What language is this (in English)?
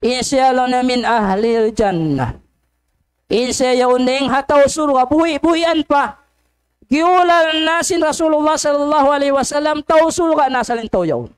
Tausug